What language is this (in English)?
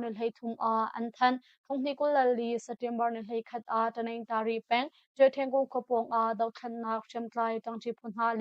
Hakha Chin